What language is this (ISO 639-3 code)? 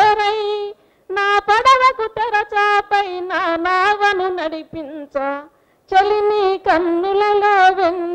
tel